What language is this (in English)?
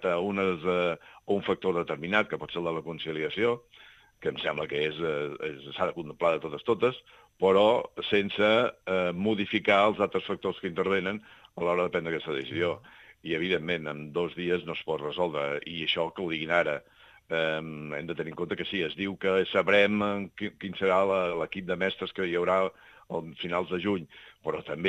Catalan